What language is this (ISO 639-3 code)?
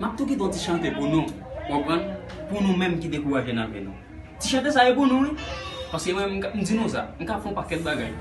hat